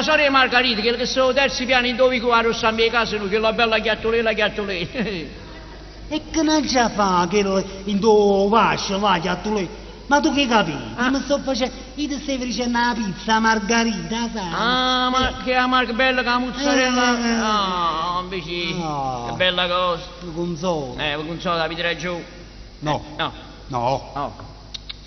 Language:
Neapolitan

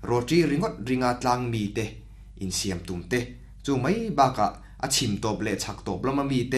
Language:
Mizo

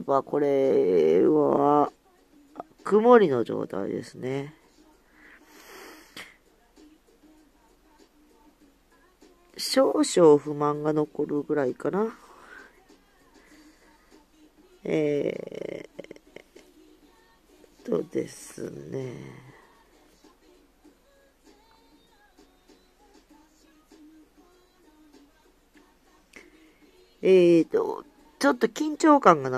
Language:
Japanese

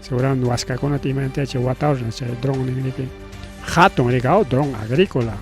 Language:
Ayacucho Quechua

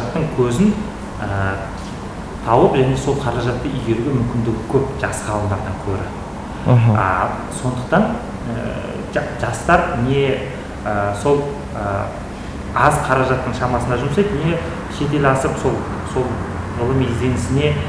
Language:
Kazakh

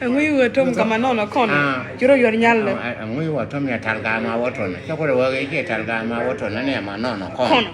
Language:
Nuer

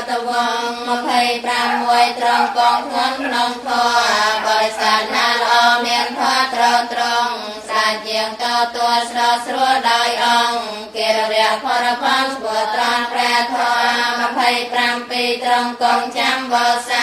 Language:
Khmer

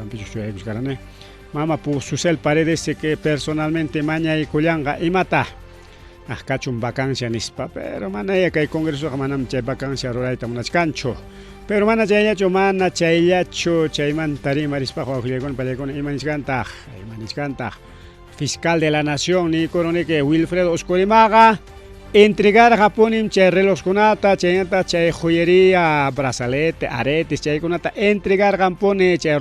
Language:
Ayacucho Quechua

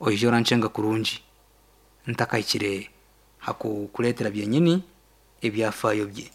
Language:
Nyankole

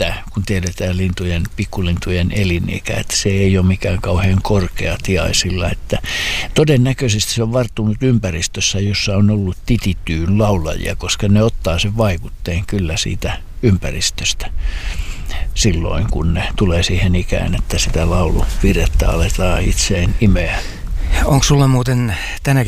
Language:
Finnish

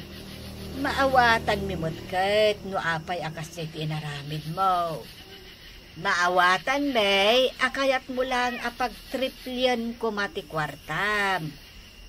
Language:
Iloko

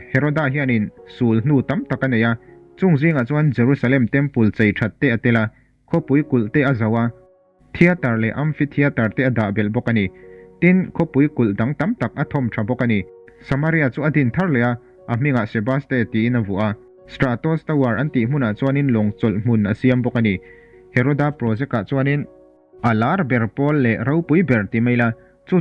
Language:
Mizo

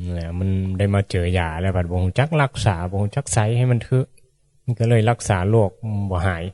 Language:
Northeastern Thai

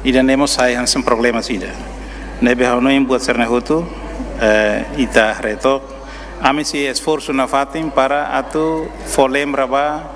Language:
Tetum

